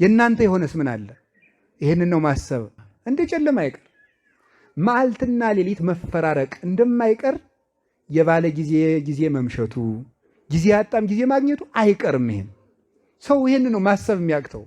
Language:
Amharic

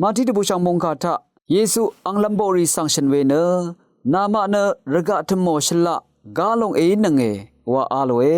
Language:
Rawang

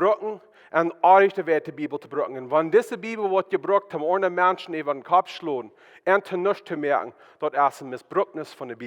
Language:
Plautdietsch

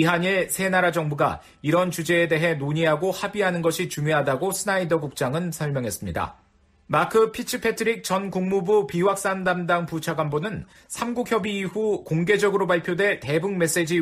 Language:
Korean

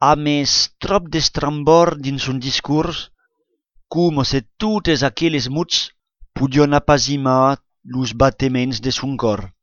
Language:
Occitan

